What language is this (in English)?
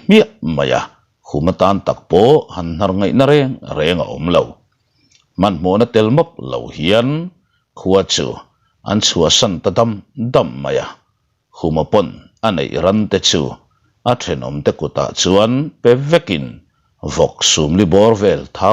Mizo